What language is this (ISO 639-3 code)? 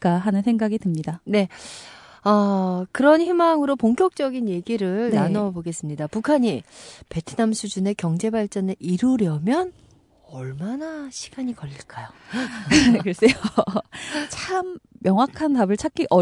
kor